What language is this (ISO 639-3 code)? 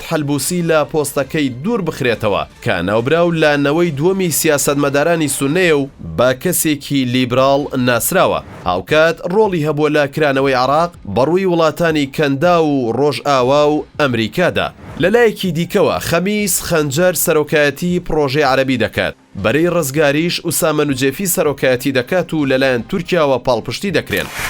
ckb